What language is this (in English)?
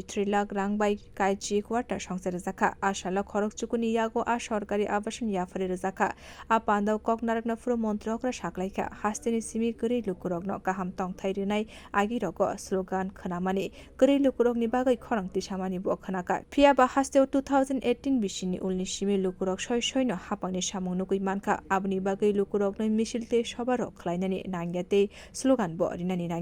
Kok Borok